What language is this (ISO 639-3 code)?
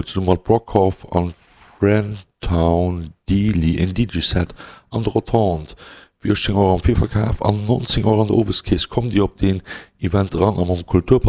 ltz